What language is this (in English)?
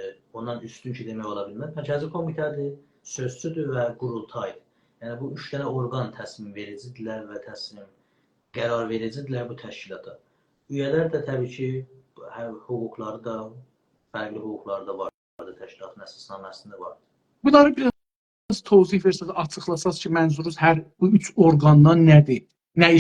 South Azerbaijani